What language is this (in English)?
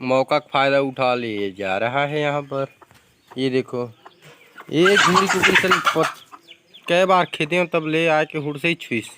Chhattisgarhi